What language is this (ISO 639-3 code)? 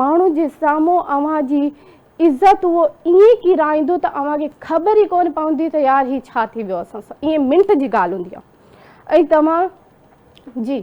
snd